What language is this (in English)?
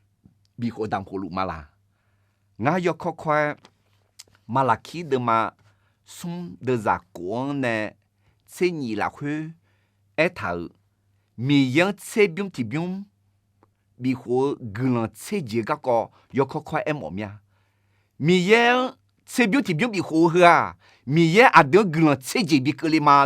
Akha